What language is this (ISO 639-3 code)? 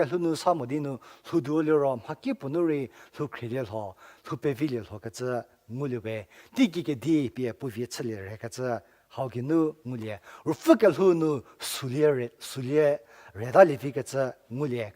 njm